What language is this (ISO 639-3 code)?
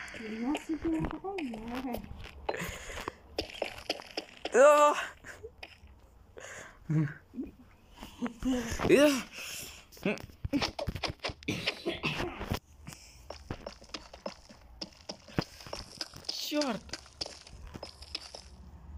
rus